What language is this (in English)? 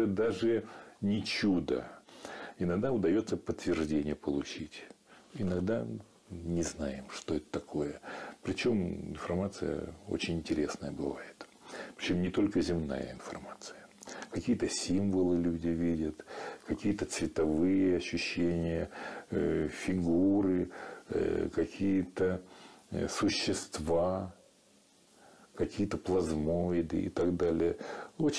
Russian